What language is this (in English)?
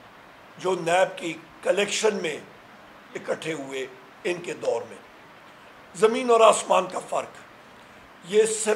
Urdu